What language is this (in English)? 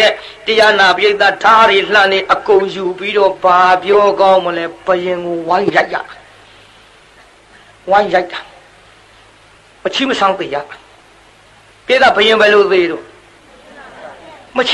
Burmese